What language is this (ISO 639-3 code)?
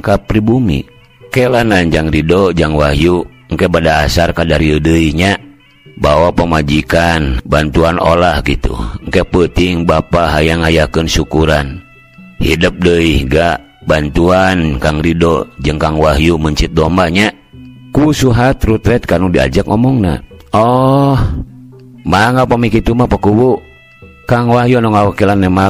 sun